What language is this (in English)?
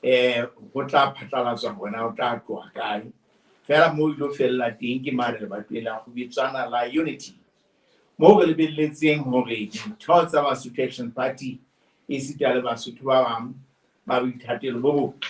Southern Sotho